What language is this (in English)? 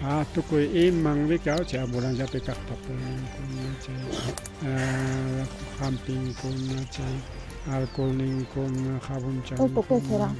Ayacucho Quechua